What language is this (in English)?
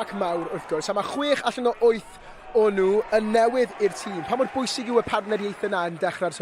Welsh